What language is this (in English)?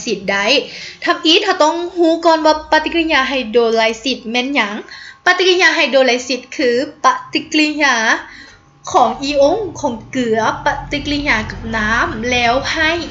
Lao